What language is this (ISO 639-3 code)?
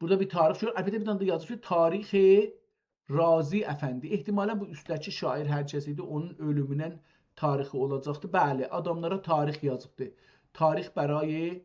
azb